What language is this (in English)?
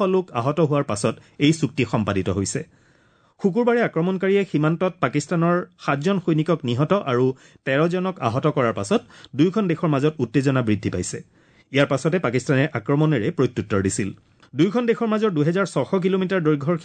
Assamese